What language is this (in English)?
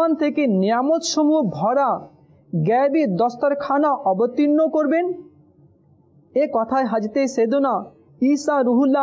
Bangla